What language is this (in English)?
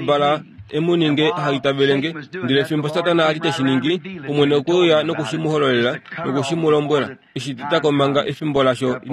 Kuanyama